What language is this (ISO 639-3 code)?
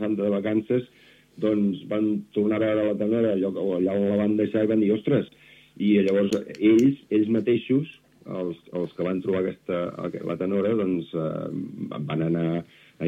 cat